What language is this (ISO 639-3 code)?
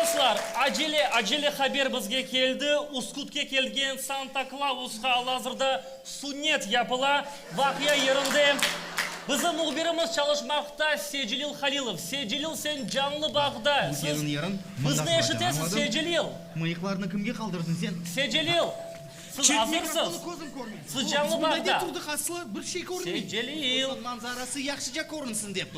crh